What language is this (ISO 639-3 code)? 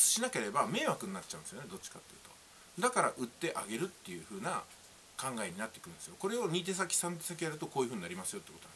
jpn